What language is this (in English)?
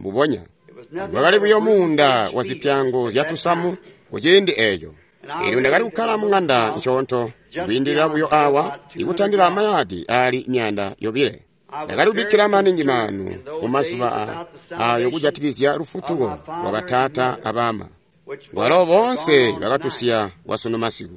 Tonga (Zambia)